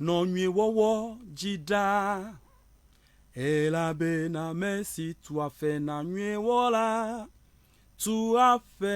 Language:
Ewe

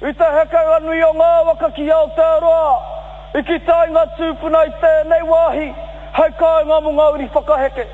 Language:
Māori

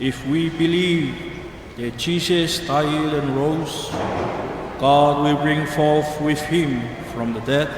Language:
Tongan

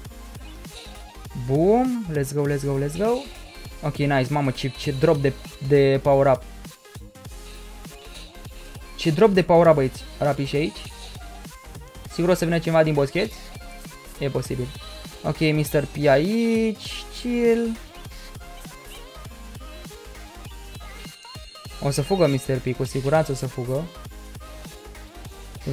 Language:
Romanian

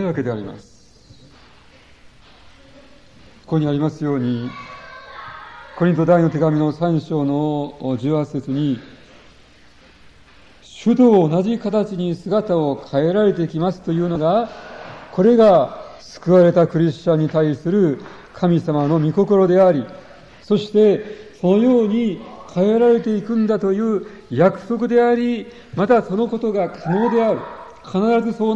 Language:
Japanese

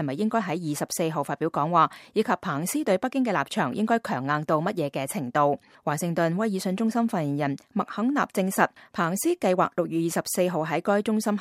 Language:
Cantonese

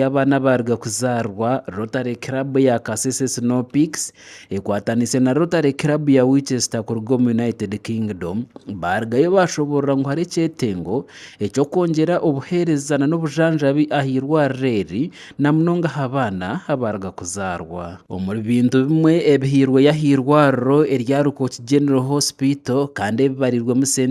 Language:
Nyankole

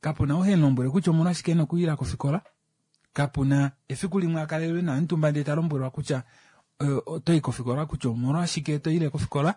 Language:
Kuanyama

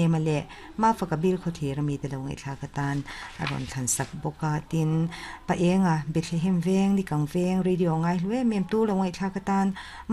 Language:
Mizo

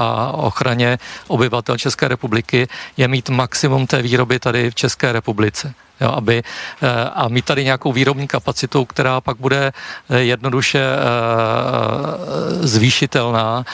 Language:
Czech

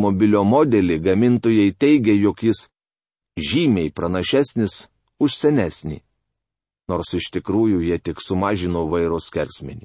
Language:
Lithuanian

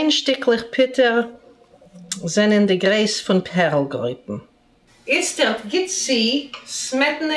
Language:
Yiddish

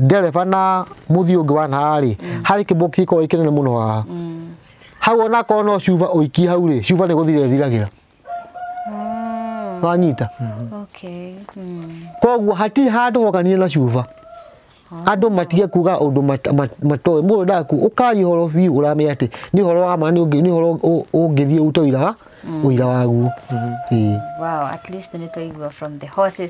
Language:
Kikuyu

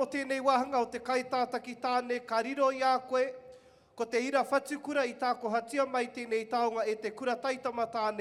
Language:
Māori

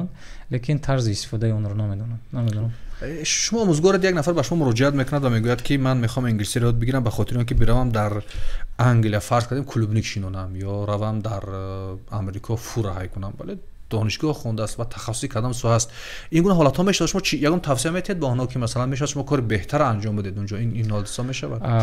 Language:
Tajik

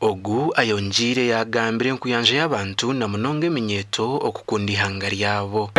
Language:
Nyankole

